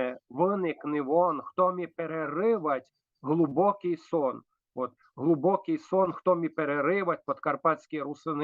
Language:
Rusyn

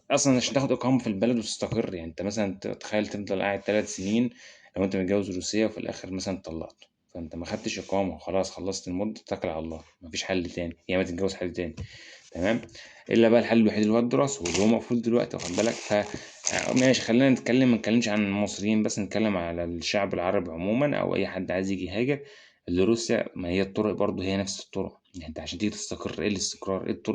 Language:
Egyptian Arabic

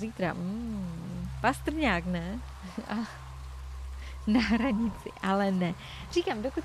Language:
Czech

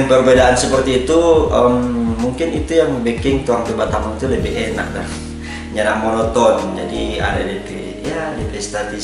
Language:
Manado Malay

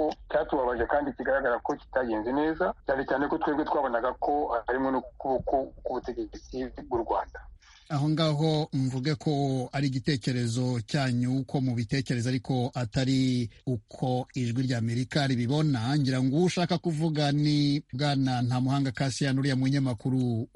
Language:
Kinyarwanda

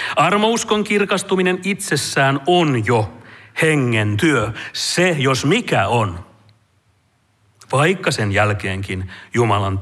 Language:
Finnish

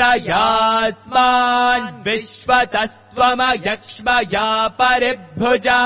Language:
Sanskrit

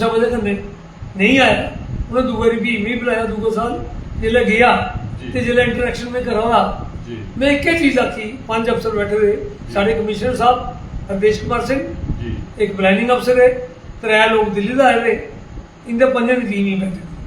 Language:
Dogri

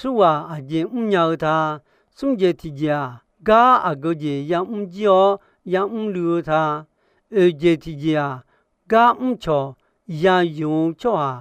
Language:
Akha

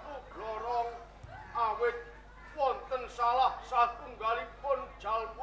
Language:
Javanese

